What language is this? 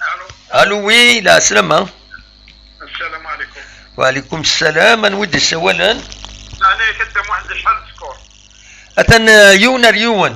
Kabyle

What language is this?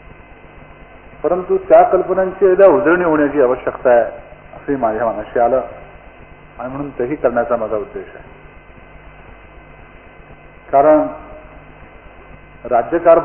Marathi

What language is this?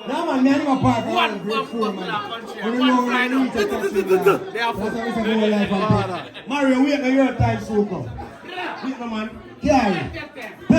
Jamaican Creole English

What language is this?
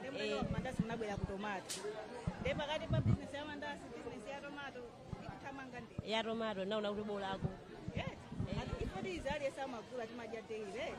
Nyanja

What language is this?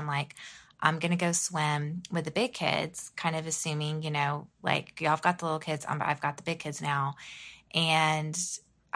English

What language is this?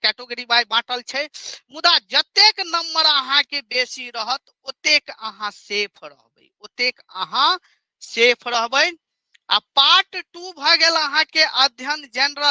Maithili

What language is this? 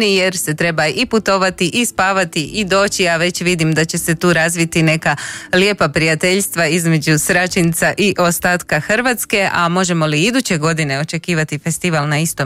Croatian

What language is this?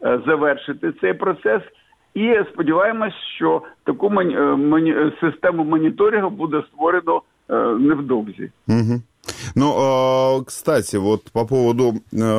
Ukrainian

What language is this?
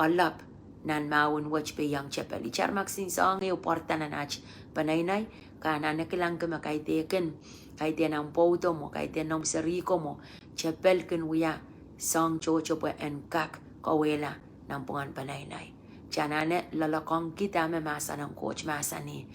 Pohnpeian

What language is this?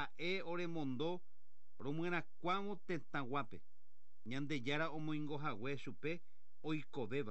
Guarani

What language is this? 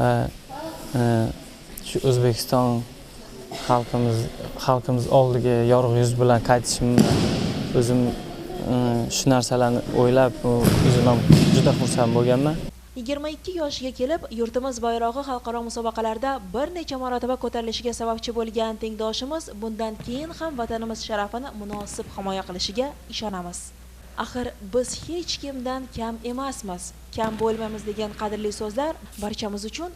Uzbek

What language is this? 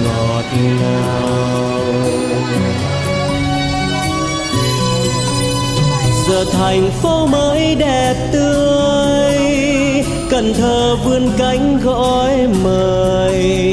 Vietnamese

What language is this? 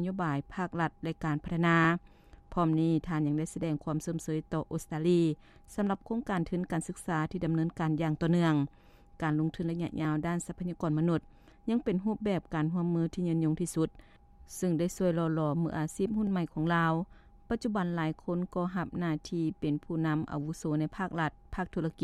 Lao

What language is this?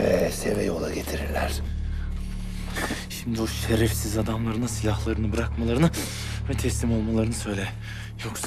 Turkish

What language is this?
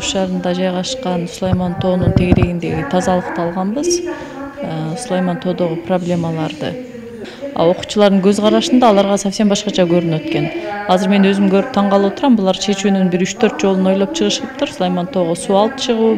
Kyrgyz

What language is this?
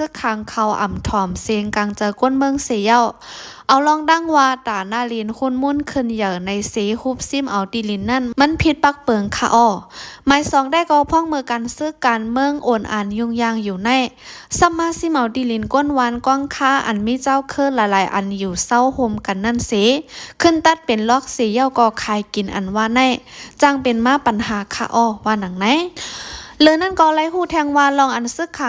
Shan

